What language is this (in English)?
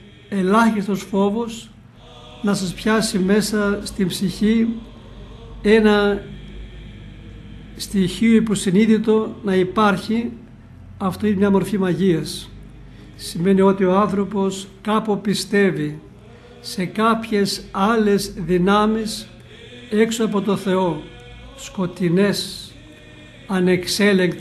Greek